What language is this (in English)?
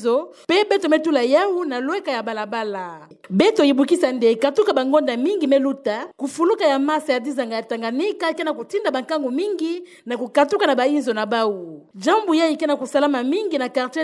Kituba (Democratic Republic of Congo)